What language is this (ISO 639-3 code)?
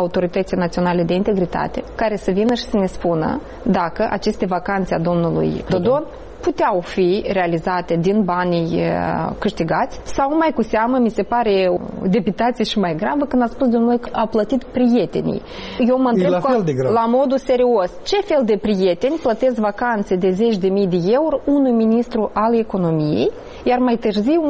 ron